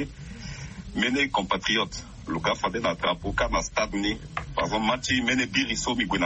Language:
Sango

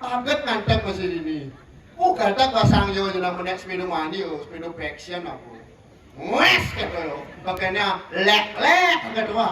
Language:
Balinese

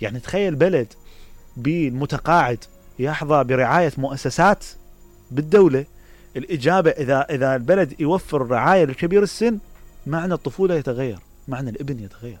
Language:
Mesopotamian Arabic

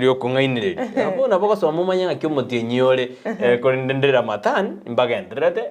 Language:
Gusii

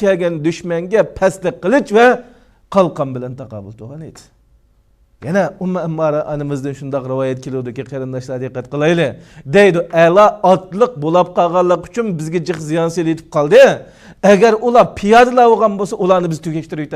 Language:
Uyghur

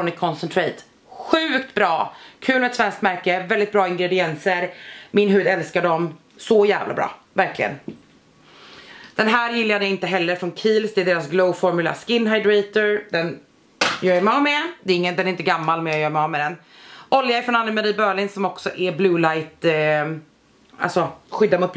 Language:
Swedish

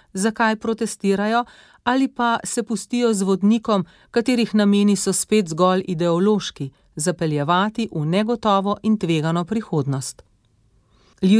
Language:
Slovenian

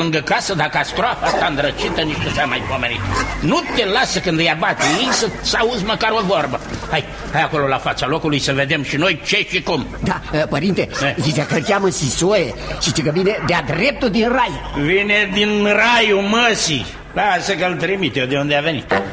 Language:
Romanian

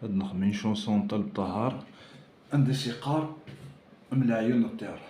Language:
Kabyle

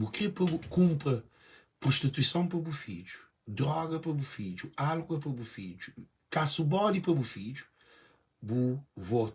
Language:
Kabuverdianu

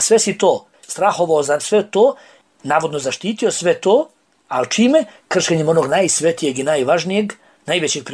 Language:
Bosnian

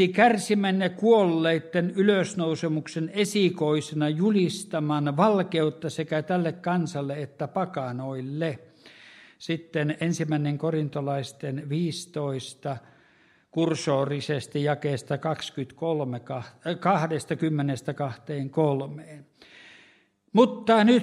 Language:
Finnish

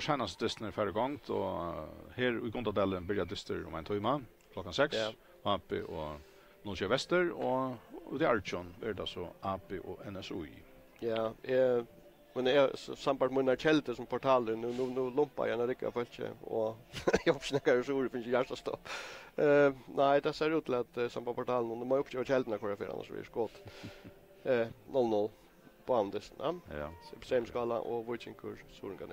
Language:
Faroese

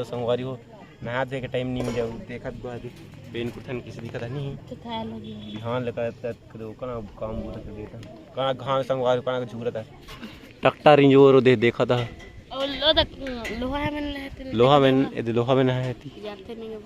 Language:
Chhattisgarhi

